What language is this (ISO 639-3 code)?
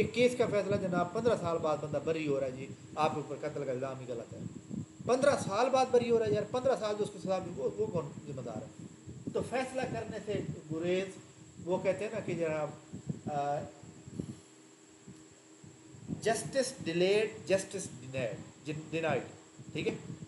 urd